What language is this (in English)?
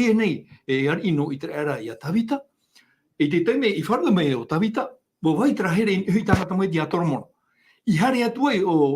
Tahitian